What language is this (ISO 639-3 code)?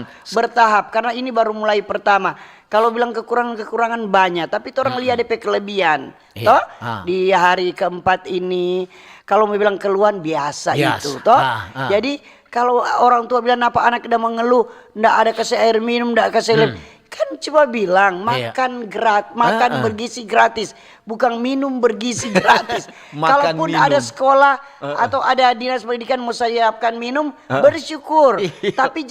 xmm